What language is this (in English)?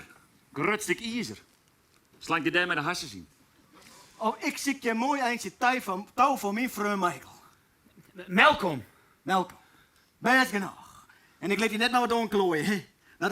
Western Frisian